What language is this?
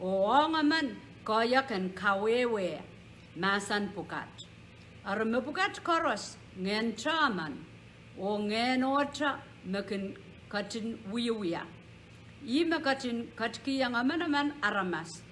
Pohnpeian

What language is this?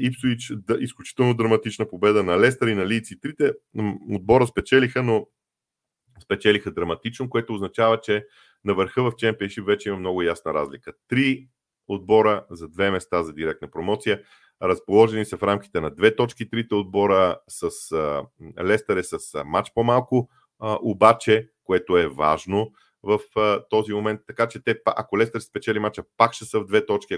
Bulgarian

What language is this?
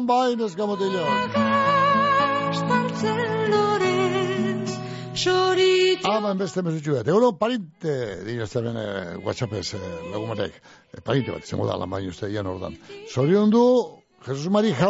Basque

